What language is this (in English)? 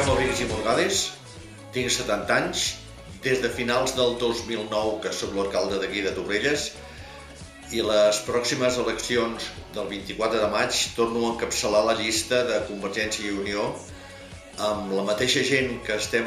Catalan